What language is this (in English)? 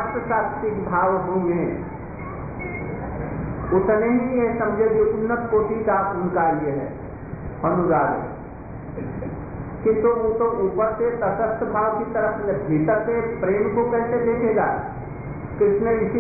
Hindi